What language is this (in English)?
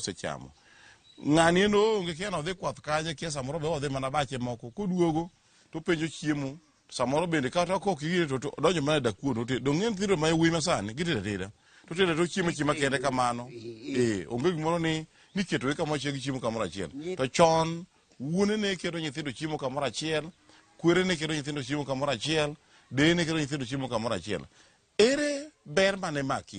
Luo (Kenya and Tanzania)